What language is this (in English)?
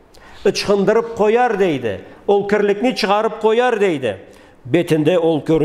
Karachay-Balkar